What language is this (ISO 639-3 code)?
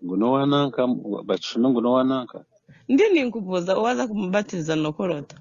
nyn